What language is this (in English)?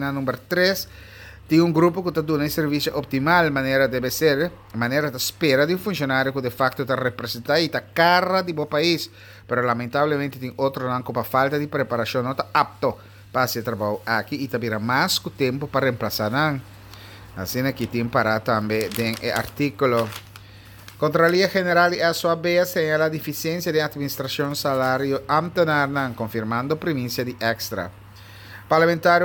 Papiamento